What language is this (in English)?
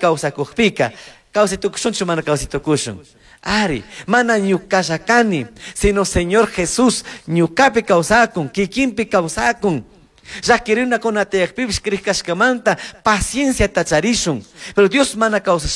Chimborazo Highland Quichua